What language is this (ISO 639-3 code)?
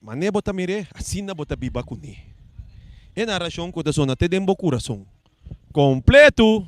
pap